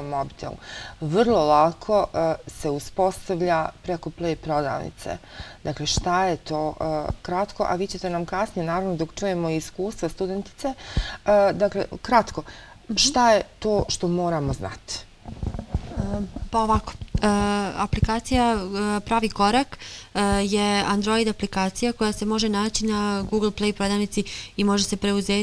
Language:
Bosnian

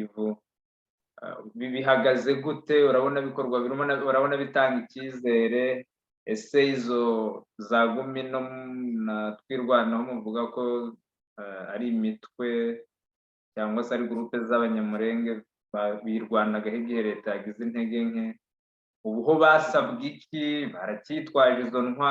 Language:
Kinyarwanda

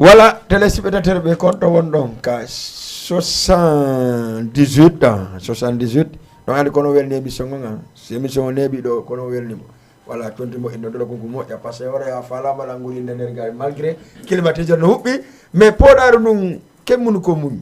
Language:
Fula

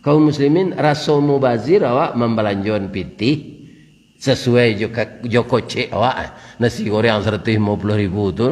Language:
Minangkabau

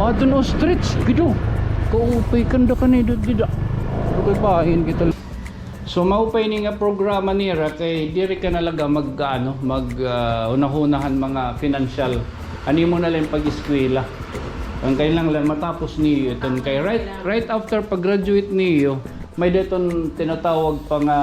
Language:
Waray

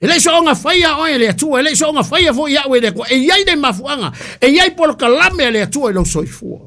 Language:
Samoan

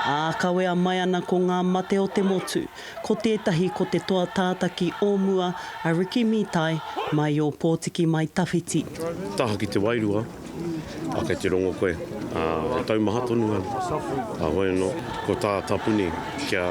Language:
Māori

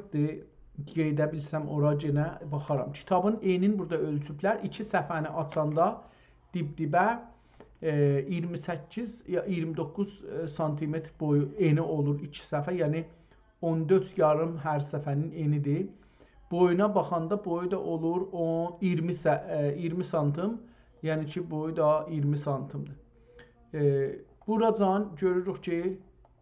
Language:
South Azerbaijani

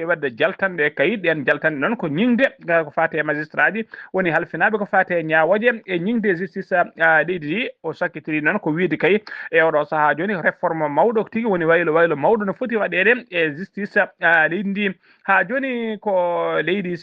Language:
Fula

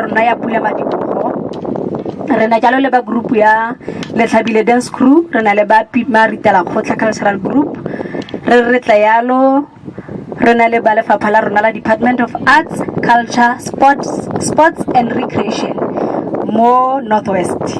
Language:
Tswana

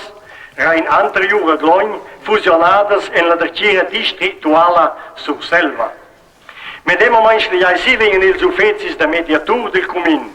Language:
Romansh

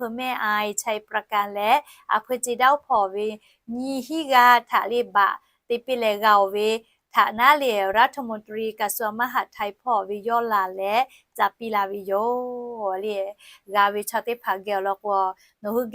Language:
Lahu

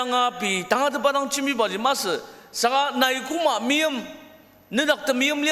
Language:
Ao Naga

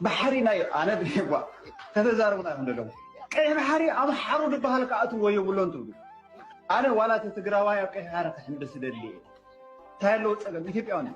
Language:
Tigrinya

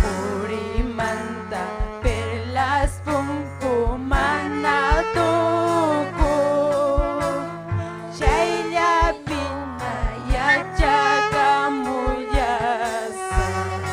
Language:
Ayacucho Quechua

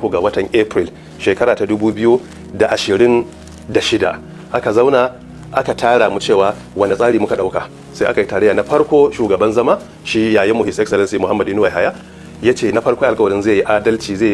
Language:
Hausa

